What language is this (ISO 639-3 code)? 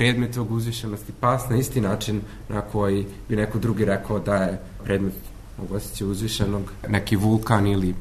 srp